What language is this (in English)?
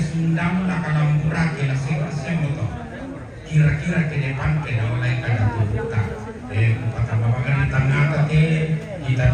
Toraja-Sa'dan